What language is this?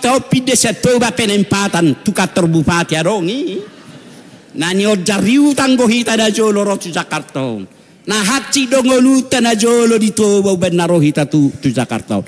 Batak Toba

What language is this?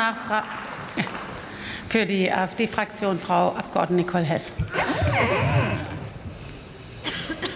German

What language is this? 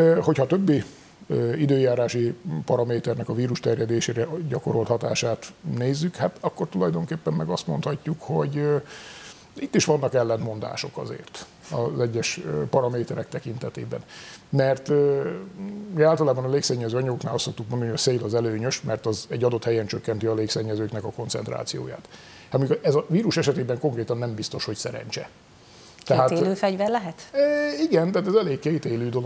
Hungarian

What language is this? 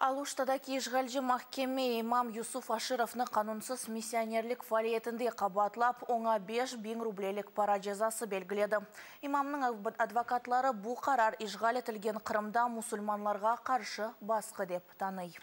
Crimean Tatar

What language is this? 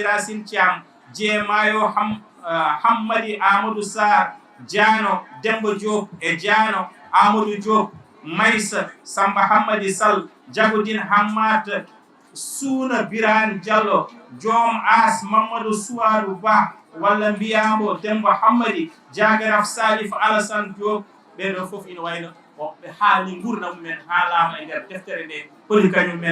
Fula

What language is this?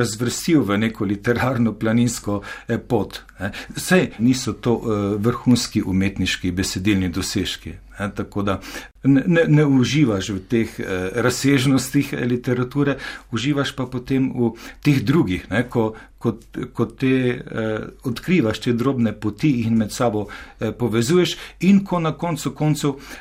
Slovenian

